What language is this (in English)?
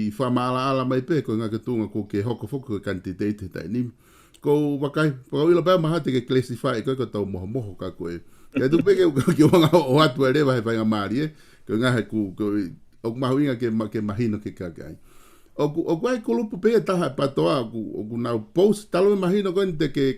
Tongan